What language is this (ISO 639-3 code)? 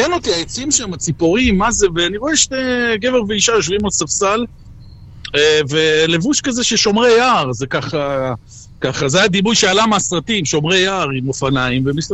heb